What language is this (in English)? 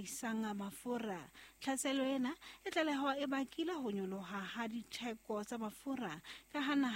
Southern Sotho